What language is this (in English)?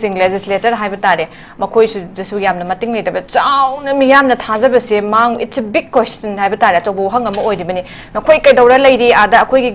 Manipuri